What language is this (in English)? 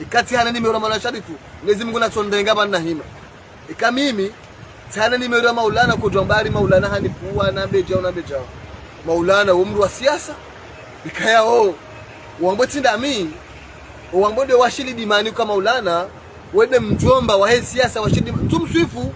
Ngazidja Comorian